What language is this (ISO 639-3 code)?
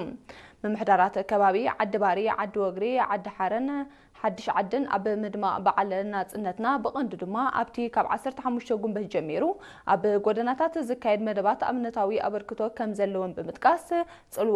tir